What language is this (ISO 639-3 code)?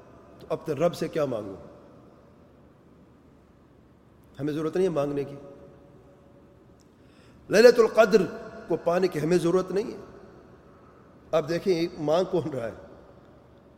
urd